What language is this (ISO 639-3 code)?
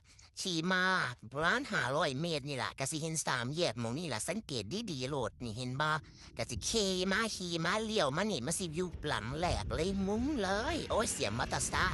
tts